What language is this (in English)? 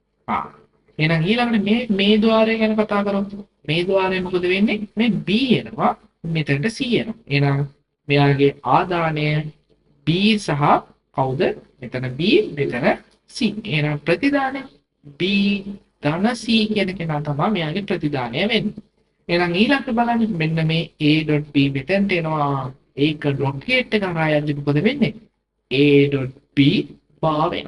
Sinhala